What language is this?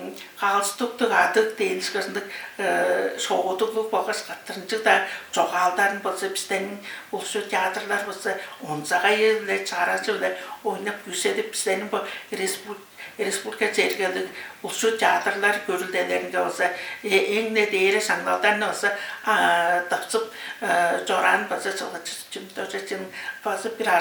Tuvinian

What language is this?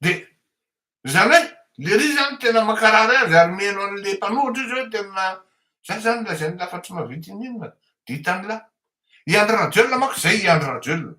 Malagasy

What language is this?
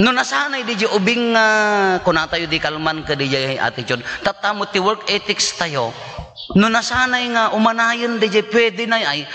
Iloko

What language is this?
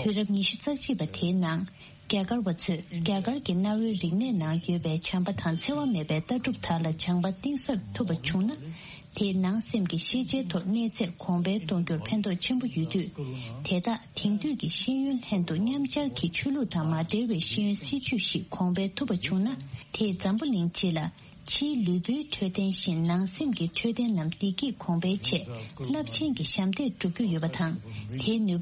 Tibetan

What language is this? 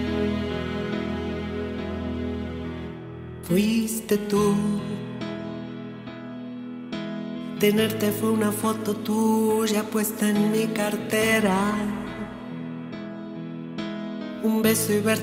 Spanish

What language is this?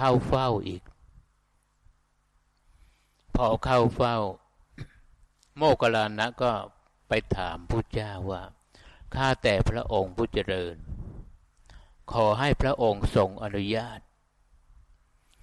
Thai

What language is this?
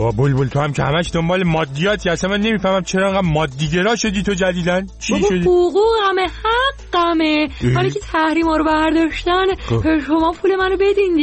Persian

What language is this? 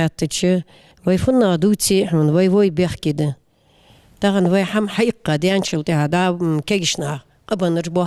Ingush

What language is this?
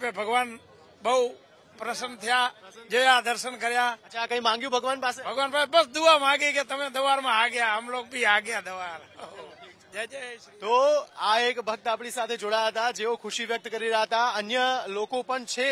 Gujarati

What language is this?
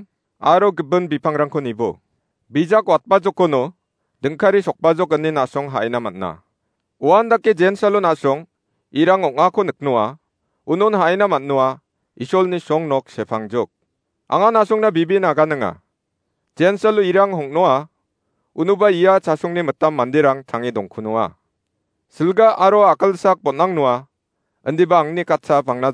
Garo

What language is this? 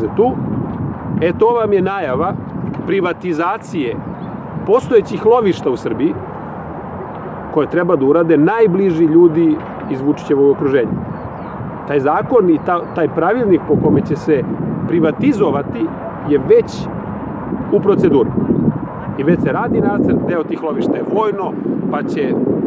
Serbian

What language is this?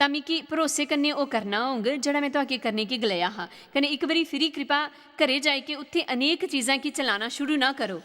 Dogri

